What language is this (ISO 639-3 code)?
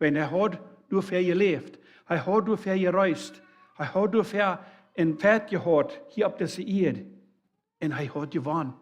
pdt